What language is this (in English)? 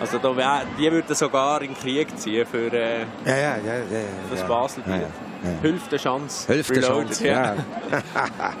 Swiss German